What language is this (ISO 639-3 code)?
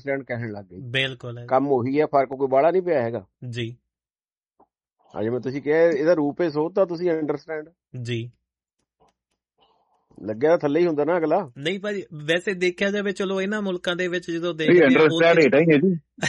pan